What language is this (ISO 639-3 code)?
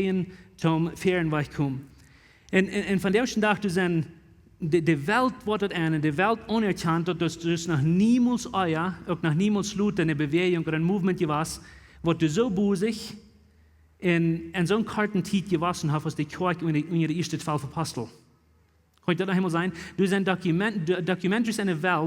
pdt